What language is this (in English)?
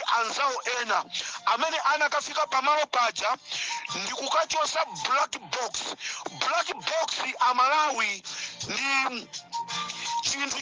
Nyanja